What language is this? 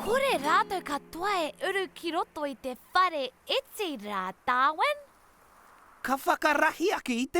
Māori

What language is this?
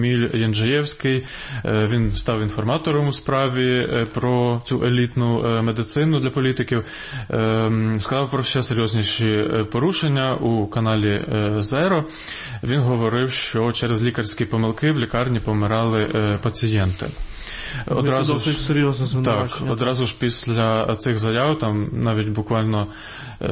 Ukrainian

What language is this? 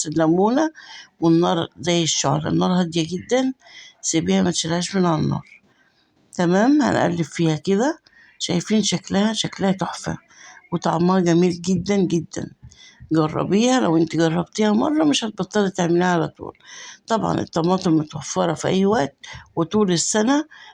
Egyptian Arabic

